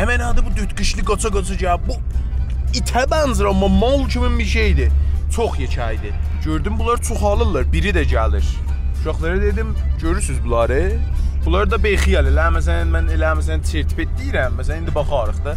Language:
South Azerbaijani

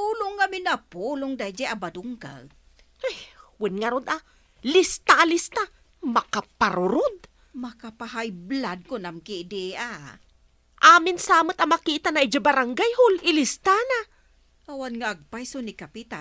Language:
Iloko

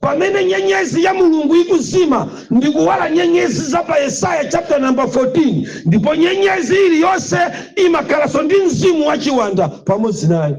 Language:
Nyanja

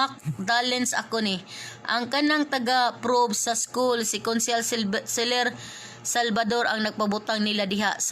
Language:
Cebuano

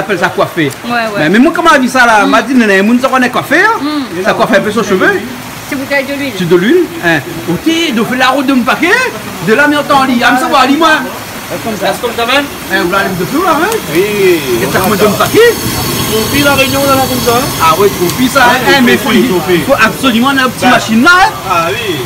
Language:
Réunion Creole French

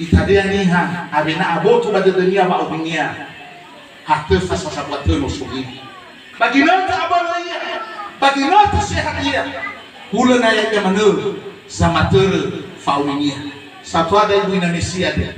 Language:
Nias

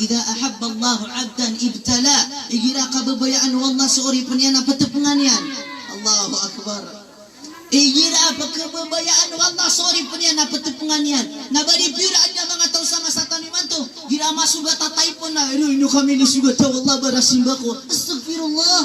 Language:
Maranao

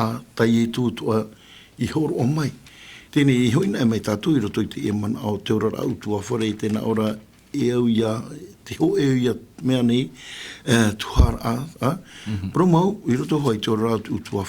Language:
Tahitian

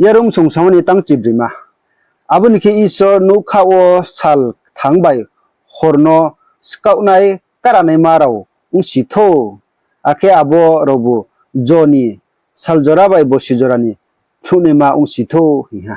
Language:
Riang (India)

